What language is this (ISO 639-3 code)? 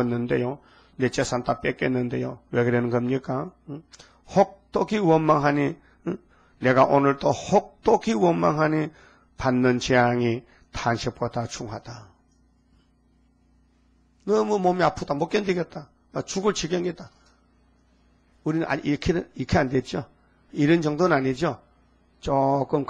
kor